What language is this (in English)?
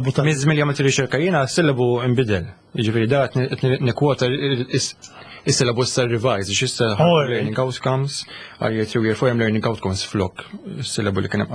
Maltese